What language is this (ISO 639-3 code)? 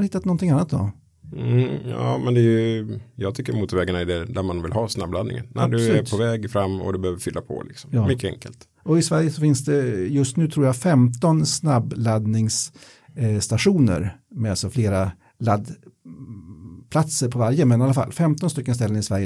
swe